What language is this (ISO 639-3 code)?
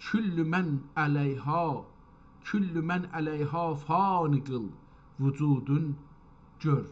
azb